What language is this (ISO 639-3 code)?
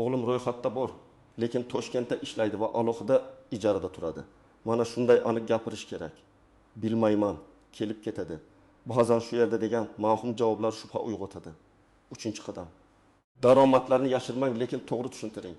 uzb